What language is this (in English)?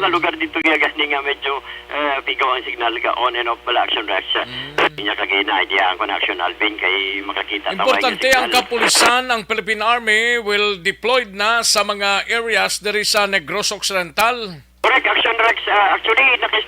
Hiligaynon